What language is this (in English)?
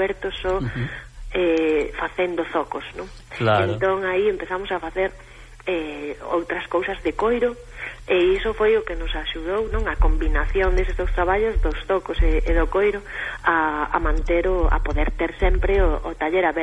Galician